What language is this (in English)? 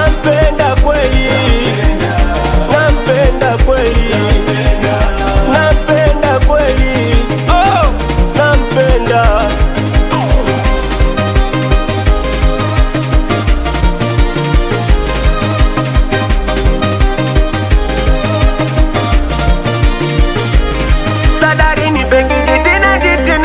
Swahili